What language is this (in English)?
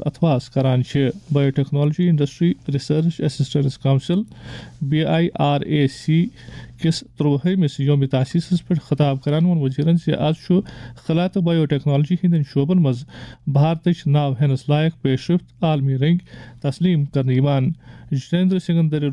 Kashmiri